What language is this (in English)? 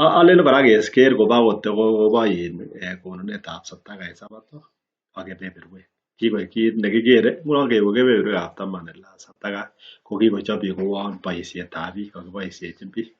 Kalenjin